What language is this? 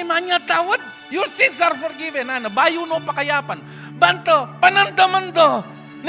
Pampanga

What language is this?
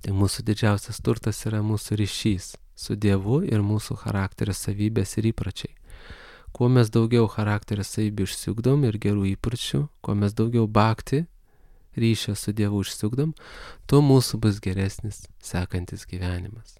Lithuanian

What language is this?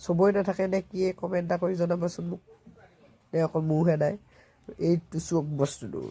Assamese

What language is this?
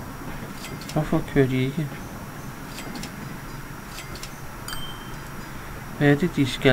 Danish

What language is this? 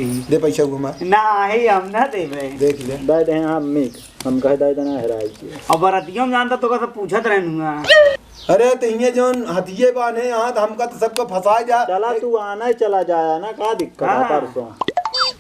Awadhi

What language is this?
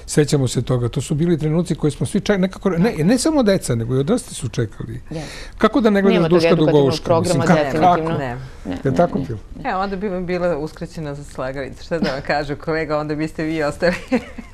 Serbian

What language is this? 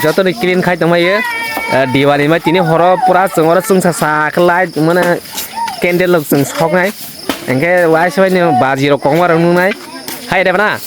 Kok Borok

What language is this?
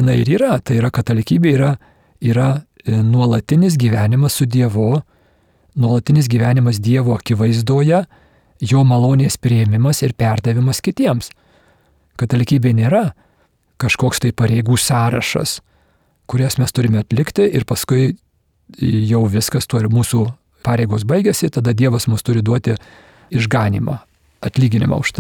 Lithuanian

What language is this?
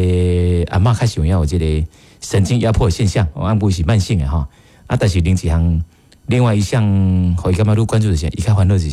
Min Nan Chinese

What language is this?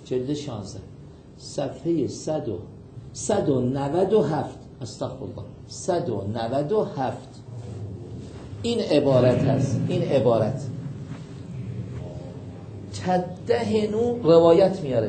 Persian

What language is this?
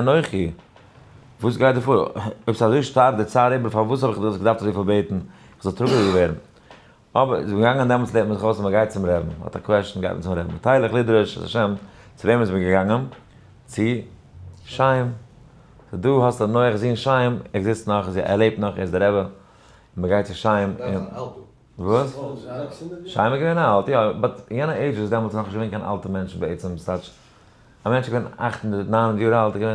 Yiddish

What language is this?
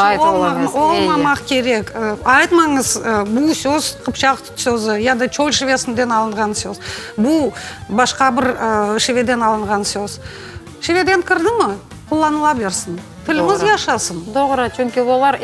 Crimean Tatar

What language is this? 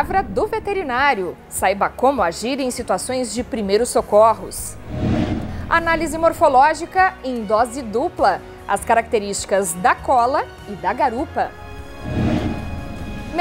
Portuguese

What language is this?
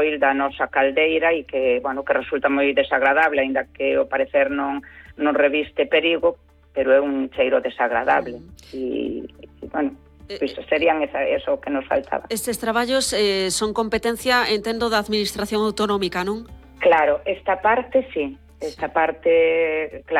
Galician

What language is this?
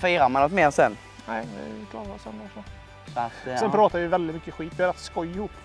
Swedish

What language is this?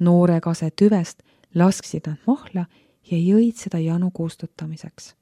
Estonian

